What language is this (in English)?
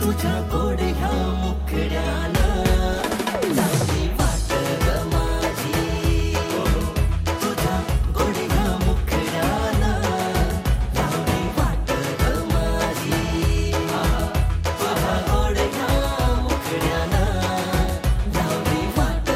Marathi